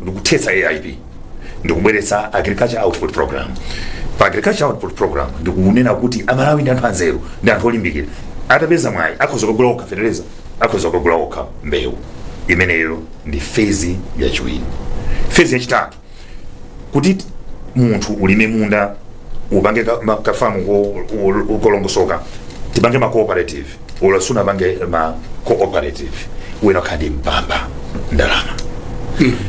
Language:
Nyanja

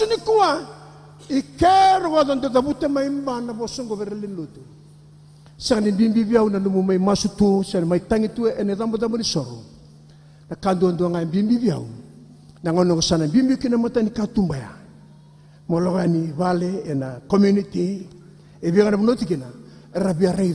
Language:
Fijian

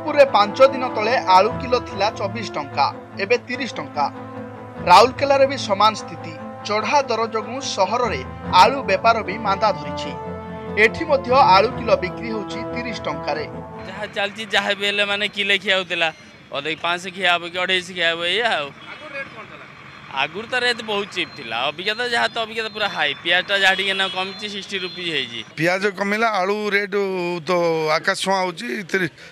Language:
Odia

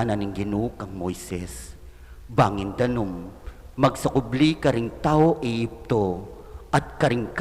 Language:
Pampanga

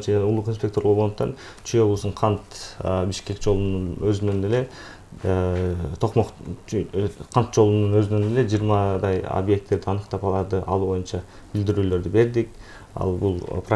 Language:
Kyrgyz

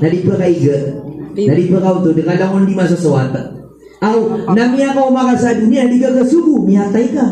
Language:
Maranao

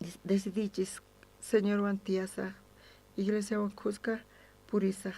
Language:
South Bolivian Quechua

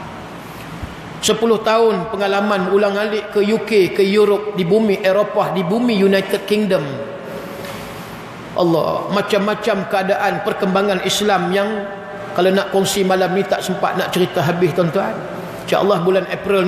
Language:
Malay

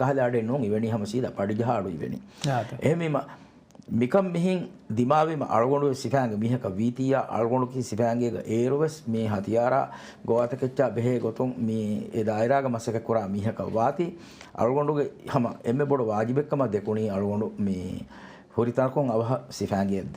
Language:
Divehi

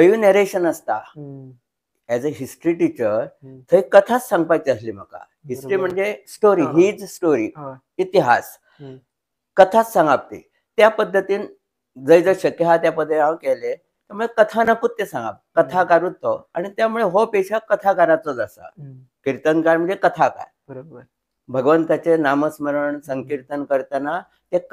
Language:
Konkani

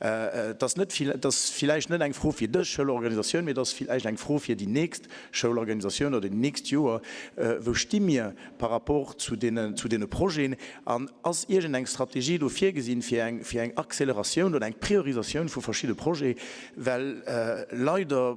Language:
Luxembourgish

